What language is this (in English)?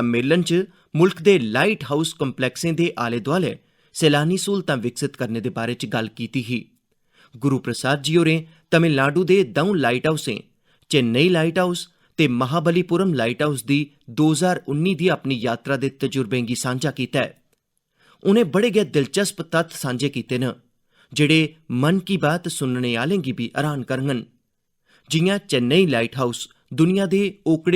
Dogri